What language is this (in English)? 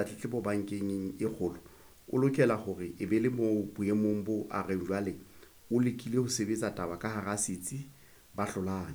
Southern Sotho